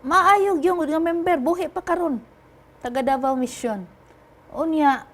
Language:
Cebuano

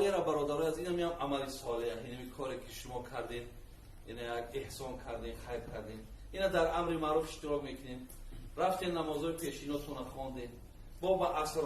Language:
Tajik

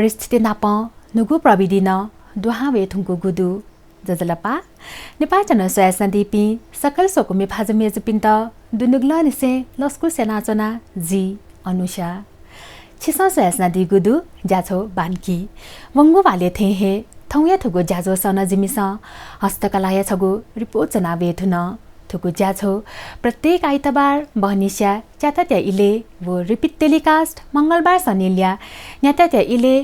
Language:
Newari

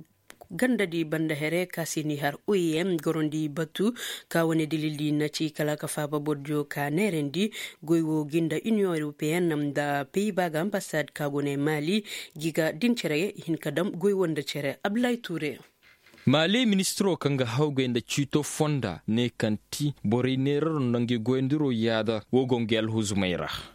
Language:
Koyraboro Senni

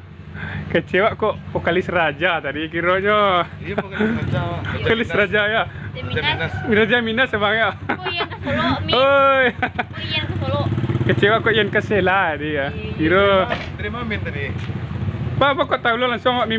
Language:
Minangkabau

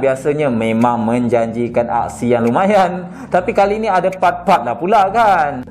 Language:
Malay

